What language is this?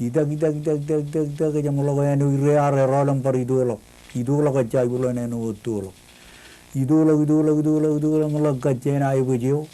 Marshallese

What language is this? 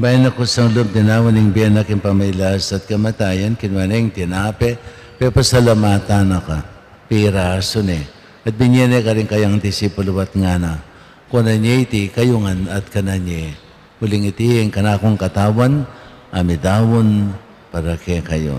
Pampanga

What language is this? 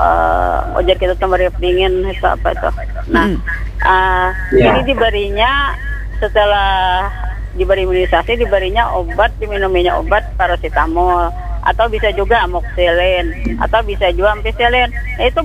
Indonesian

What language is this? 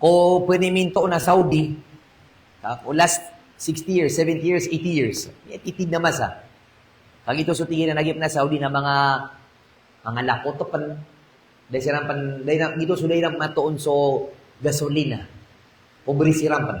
Maranao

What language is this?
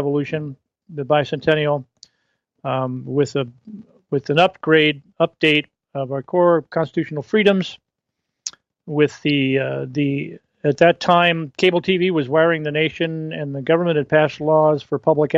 English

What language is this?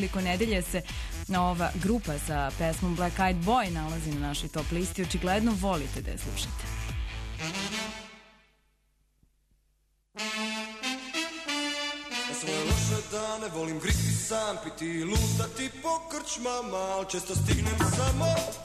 Serbian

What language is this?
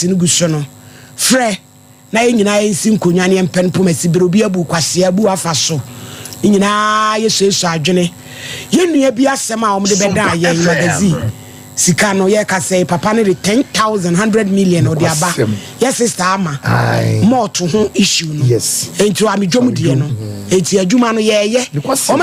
Akan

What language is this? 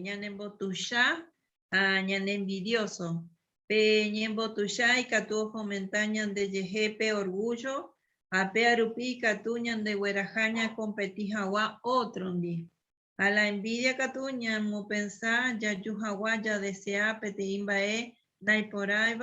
Guarani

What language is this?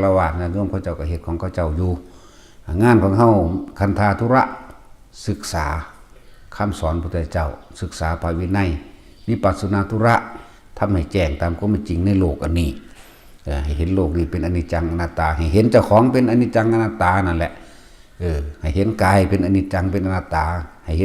Northeastern Thai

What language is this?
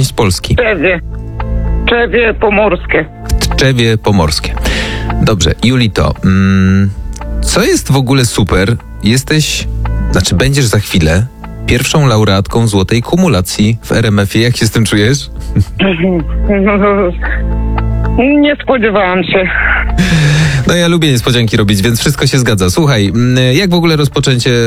Polish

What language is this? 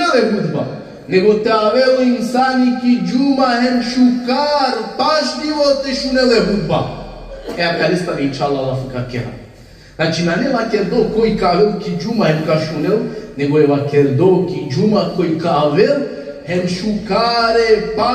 Balkan Romani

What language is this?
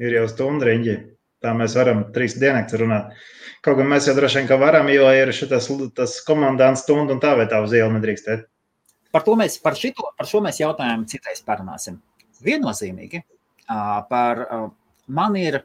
Latvian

